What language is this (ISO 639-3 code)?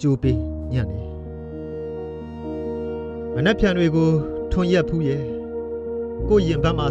mya